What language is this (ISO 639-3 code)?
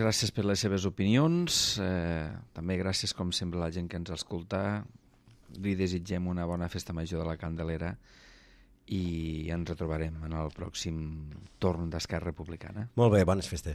cat